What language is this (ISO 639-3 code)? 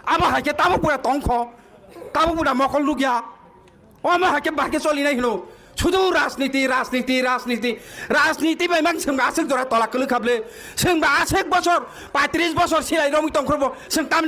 trp